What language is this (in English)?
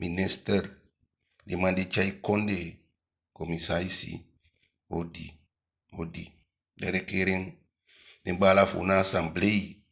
Eastern Maroon Creole